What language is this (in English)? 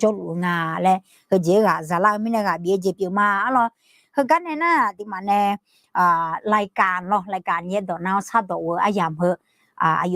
Akha